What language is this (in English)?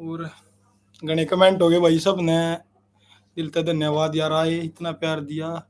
Haryanvi